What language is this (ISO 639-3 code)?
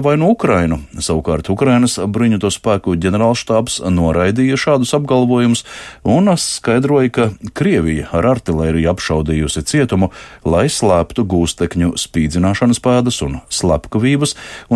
lav